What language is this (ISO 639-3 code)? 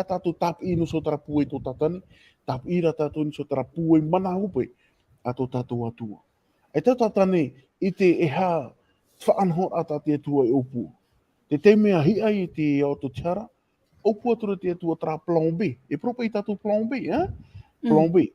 tah